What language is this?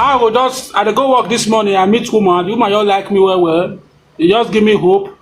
Nigerian Pidgin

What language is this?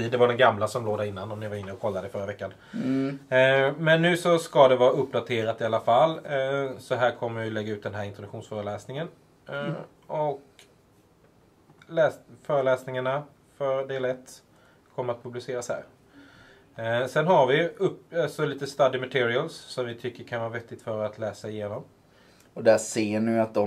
Swedish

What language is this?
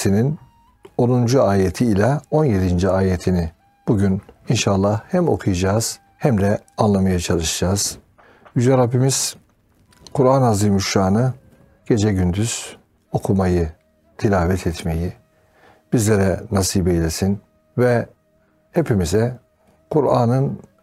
Turkish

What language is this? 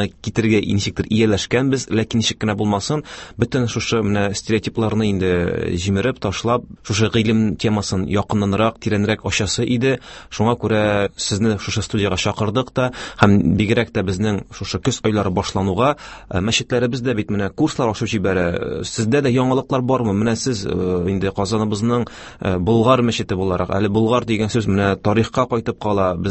Tatar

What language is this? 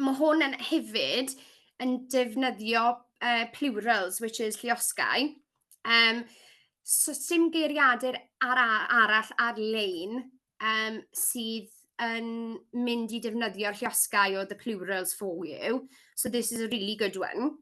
Welsh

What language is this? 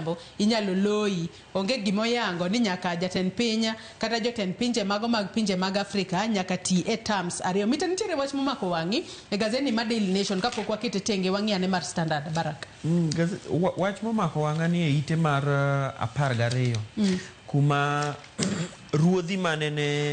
Luo (Kenya and Tanzania)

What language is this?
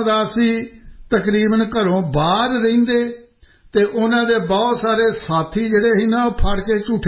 Punjabi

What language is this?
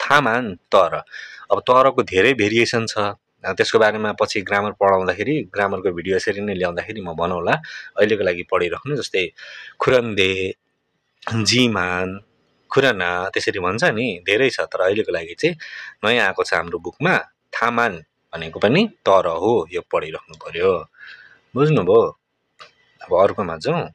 Nepali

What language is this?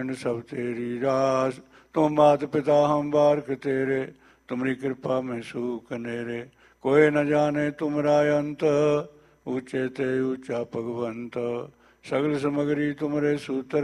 Punjabi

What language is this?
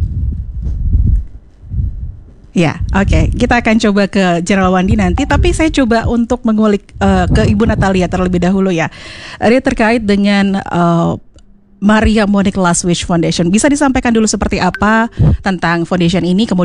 Indonesian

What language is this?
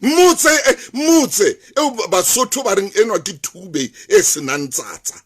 Southern Sotho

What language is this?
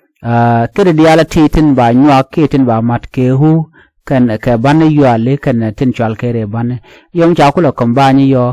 Nuer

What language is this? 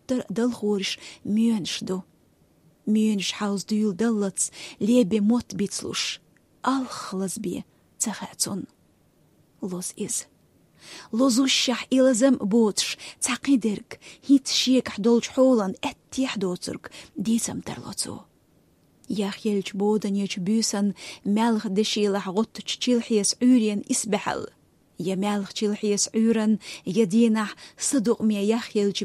Chechen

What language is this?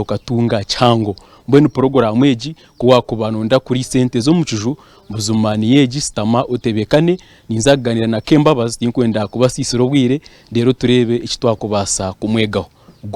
Nyankole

